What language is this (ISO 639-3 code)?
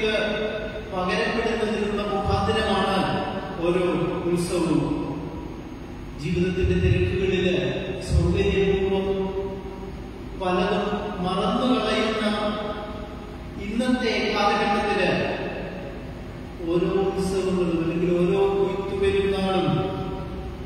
mal